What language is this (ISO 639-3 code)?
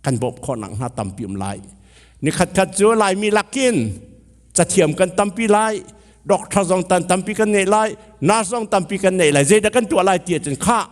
cnh